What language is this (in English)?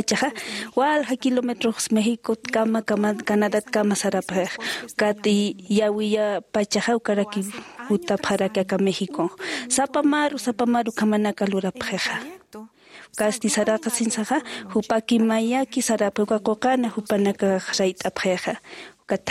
Aymara